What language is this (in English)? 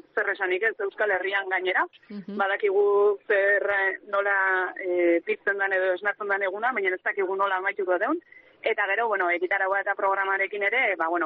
Basque